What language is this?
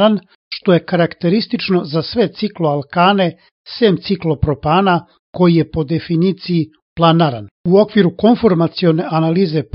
Serbian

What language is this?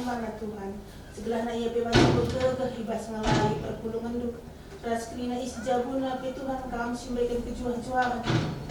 Batak Karo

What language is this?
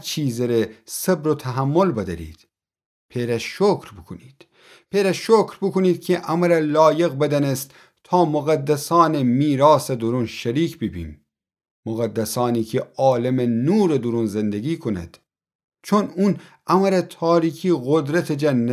Gilaki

